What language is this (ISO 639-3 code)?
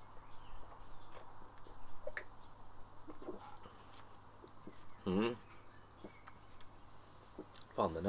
swe